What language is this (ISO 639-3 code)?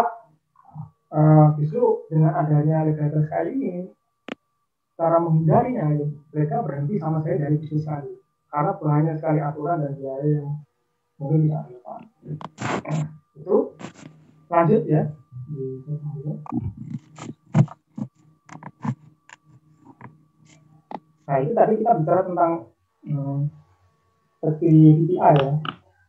ind